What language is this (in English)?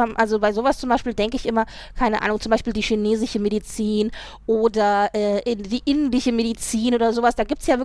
German